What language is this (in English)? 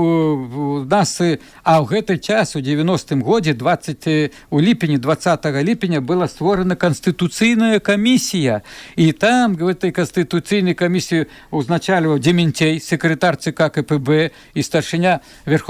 Belarusian